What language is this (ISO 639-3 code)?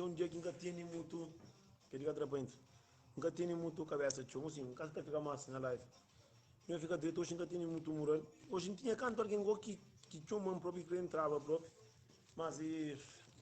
kea